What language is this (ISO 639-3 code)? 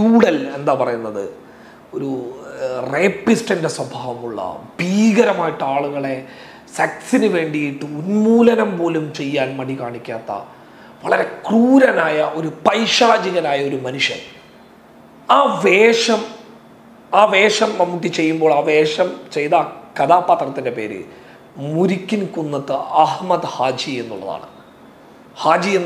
mal